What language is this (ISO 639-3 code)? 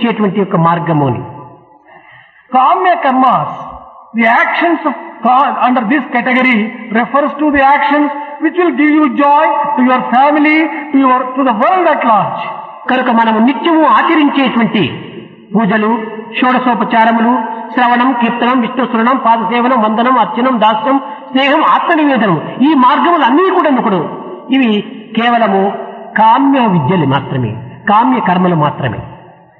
tel